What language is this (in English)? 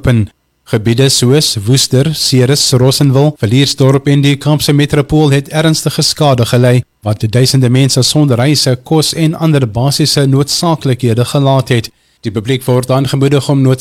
Afrikaans